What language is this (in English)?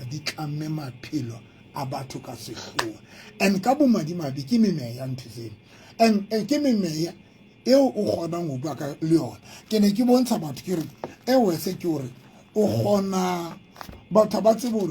Southern Sotho